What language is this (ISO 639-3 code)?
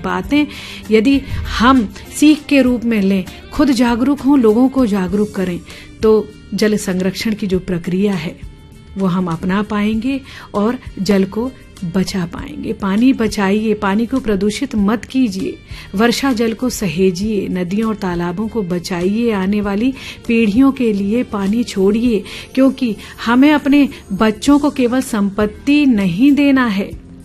hin